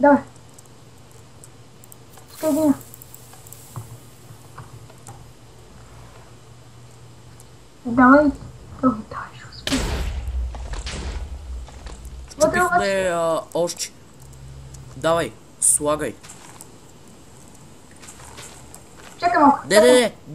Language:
Bulgarian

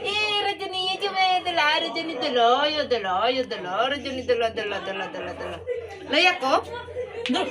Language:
Santali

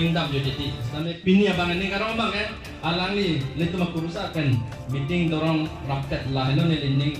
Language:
Karbi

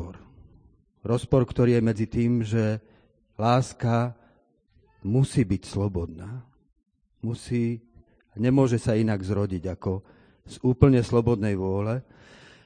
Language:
Slovak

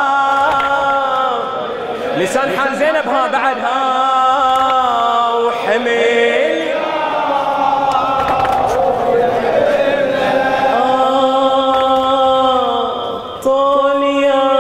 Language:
Arabic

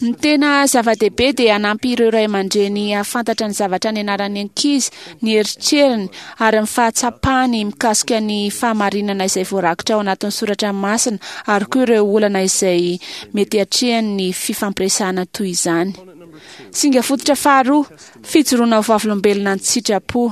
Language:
Malagasy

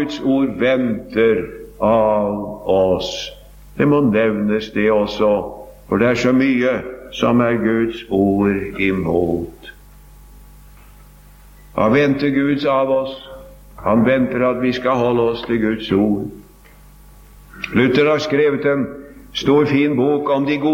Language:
Norwegian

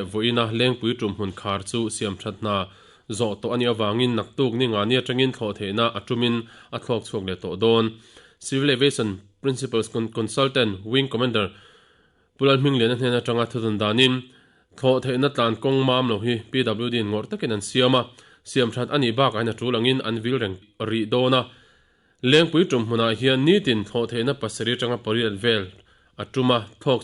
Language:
Mizo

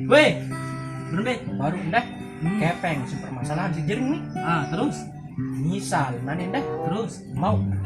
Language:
Sasak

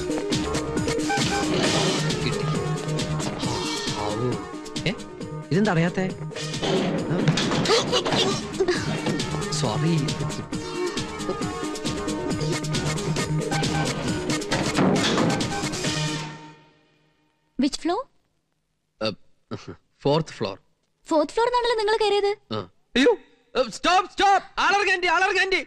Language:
Malayalam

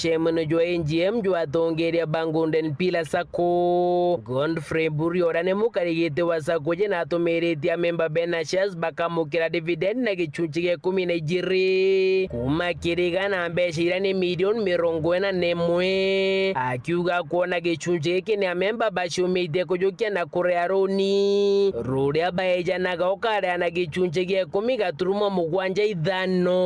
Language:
Meru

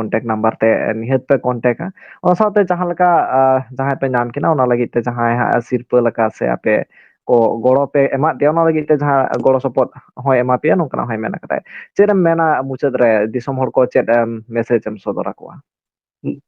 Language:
Santali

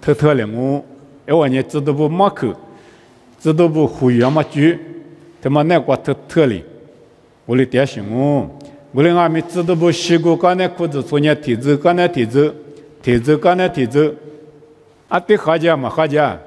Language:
Lisu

